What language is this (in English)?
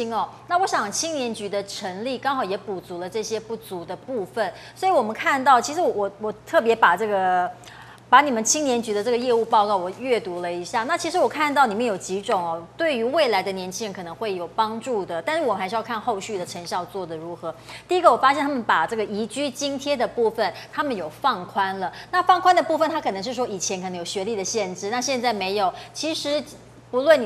Chinese